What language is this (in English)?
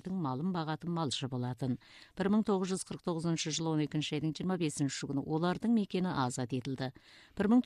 Kazakh